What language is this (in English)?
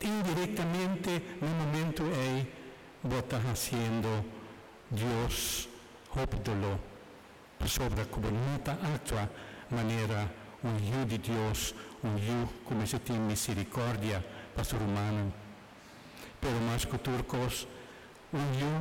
Papiamento